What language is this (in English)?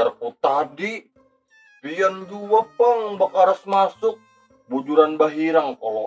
Banjar